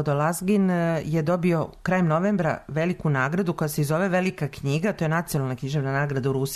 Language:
Serbian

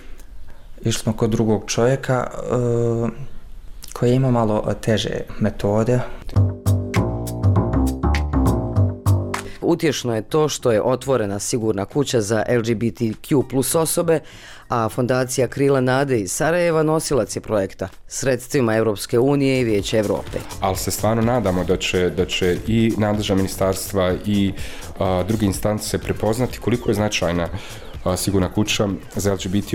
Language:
Bosnian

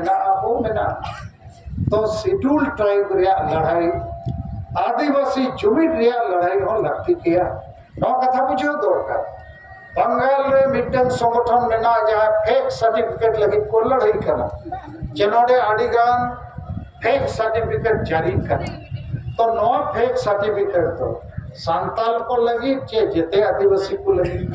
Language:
Santali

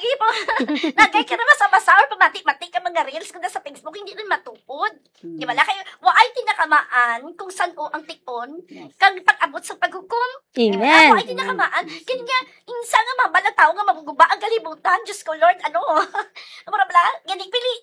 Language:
Hiligaynon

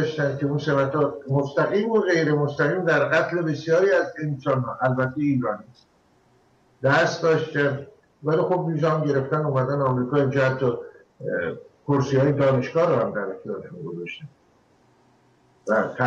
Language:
Persian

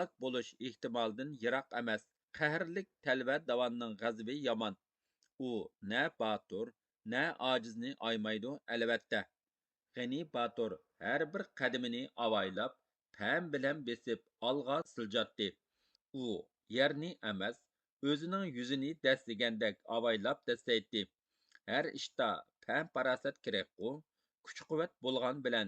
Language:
Uyghur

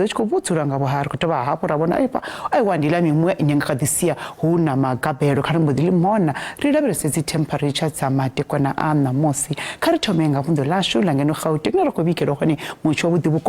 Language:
Venda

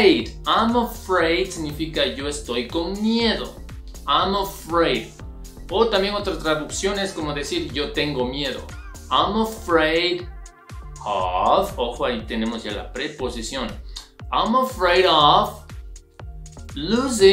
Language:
Spanish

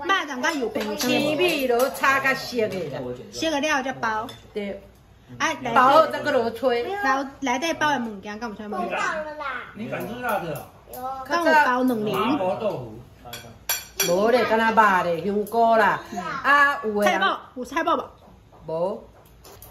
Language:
Min Nan Chinese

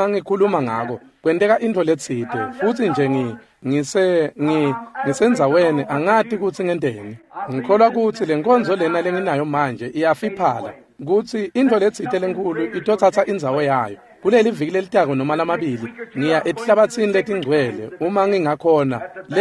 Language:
Swati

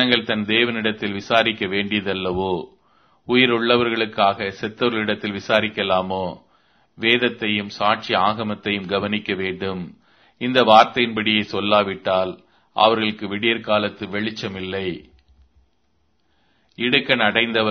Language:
Tamil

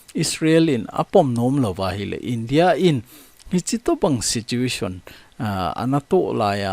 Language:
Thado Chin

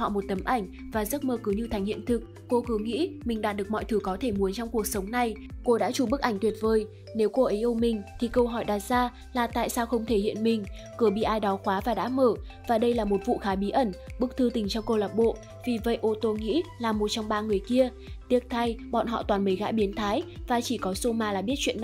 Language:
Vietnamese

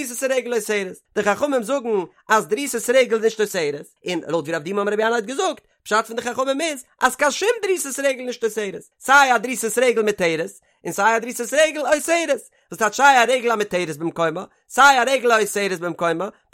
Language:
Yiddish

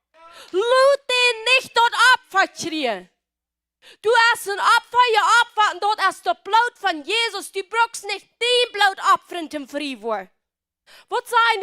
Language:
Plautdietsch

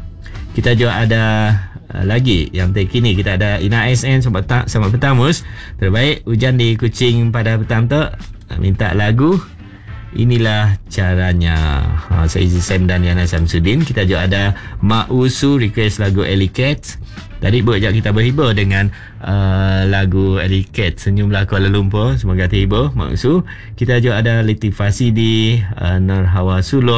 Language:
Malay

